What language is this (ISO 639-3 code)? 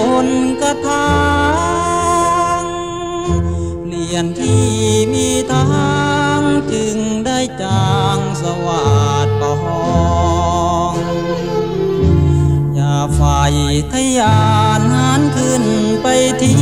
tha